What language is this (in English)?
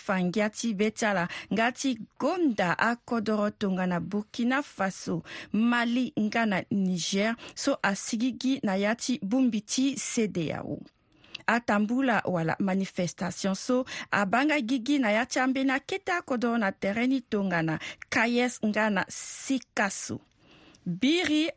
Sango